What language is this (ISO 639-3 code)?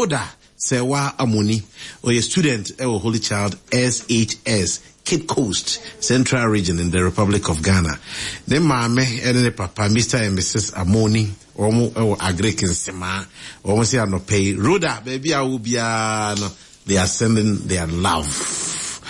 aka